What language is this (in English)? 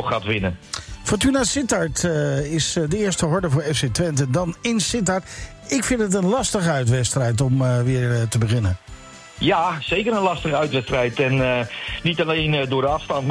Dutch